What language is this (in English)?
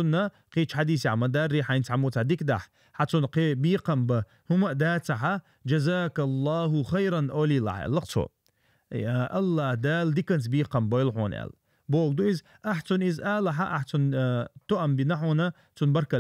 Chechen